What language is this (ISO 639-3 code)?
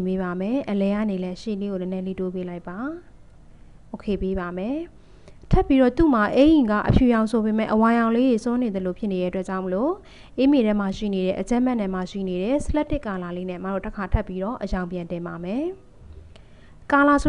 mya